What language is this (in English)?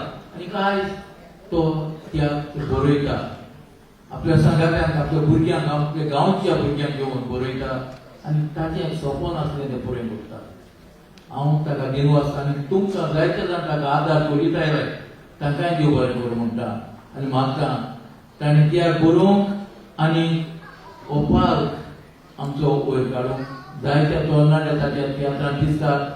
Konkani